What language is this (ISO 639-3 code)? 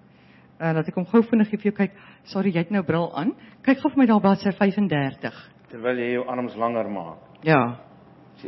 afr